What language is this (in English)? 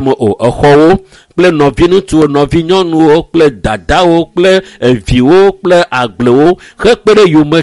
Ewe